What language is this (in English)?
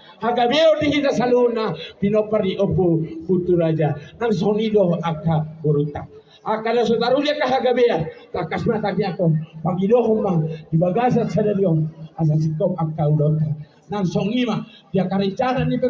Batak Toba